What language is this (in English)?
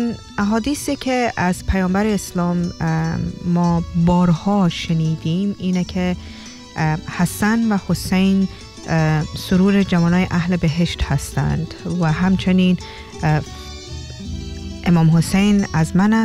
Persian